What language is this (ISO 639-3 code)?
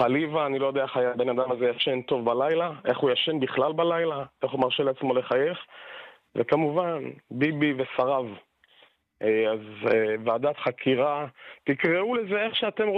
heb